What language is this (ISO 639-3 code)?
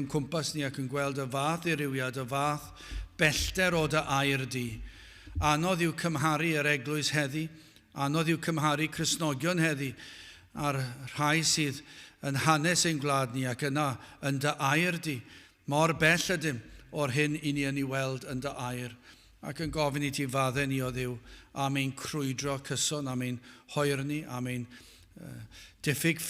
cym